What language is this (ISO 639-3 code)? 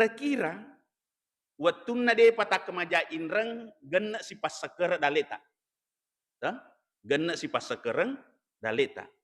bug